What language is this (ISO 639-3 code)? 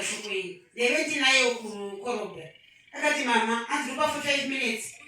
sna